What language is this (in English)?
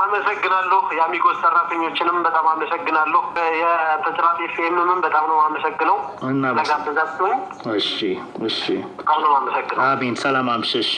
Amharic